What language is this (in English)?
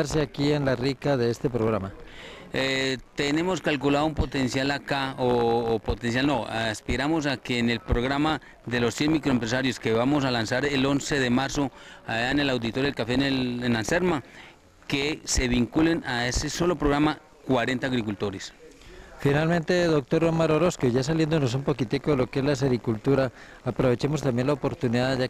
Spanish